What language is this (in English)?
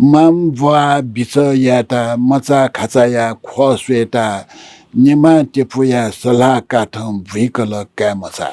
Newari